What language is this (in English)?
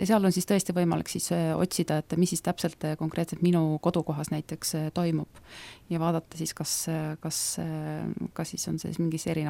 Estonian